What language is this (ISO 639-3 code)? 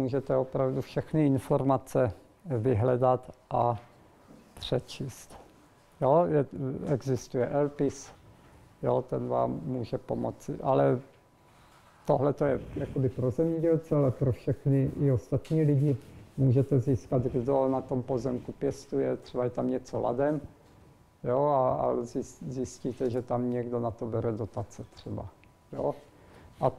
ces